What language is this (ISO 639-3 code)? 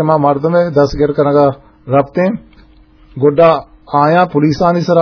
bgp